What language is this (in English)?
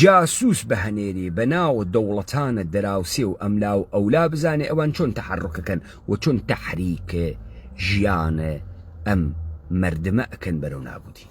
Central Kurdish